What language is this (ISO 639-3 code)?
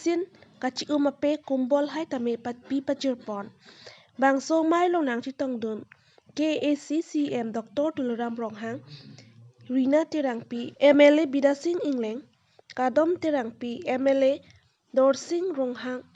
mjw